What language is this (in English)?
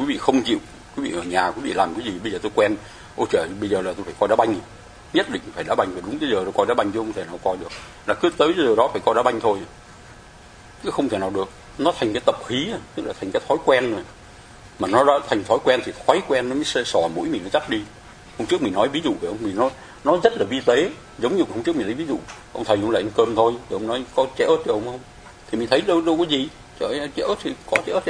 Vietnamese